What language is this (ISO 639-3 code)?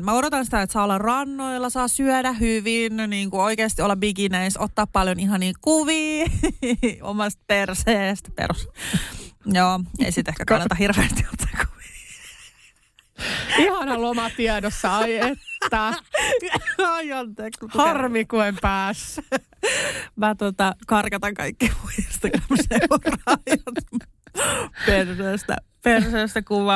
fin